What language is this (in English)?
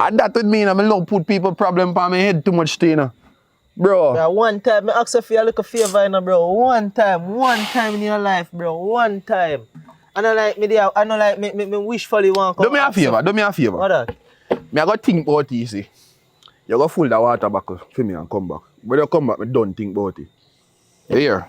Jamaican Creole English